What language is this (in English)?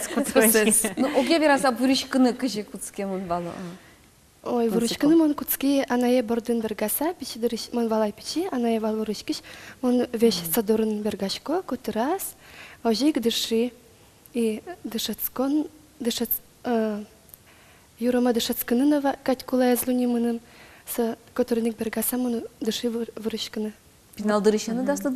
Udmurt